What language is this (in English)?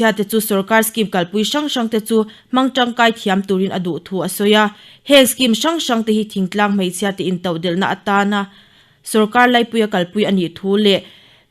Mizo